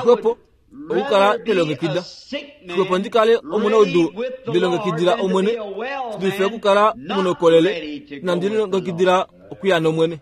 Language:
Kuanyama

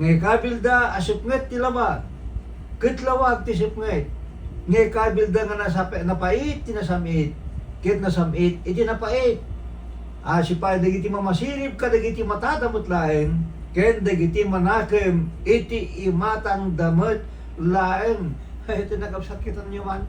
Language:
Iloko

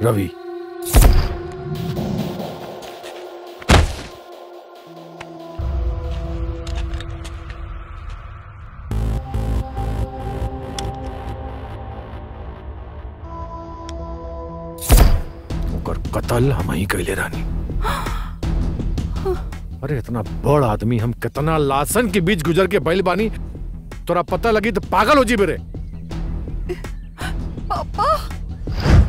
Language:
Bhojpuri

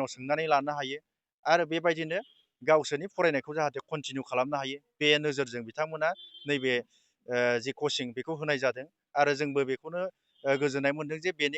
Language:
Bodo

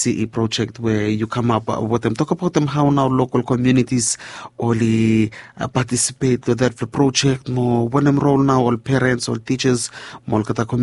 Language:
Bislama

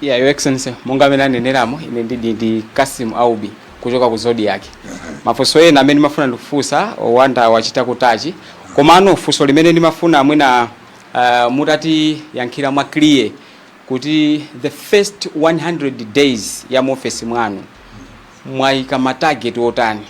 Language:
Nyanja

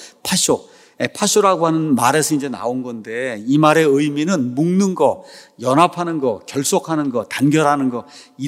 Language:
Korean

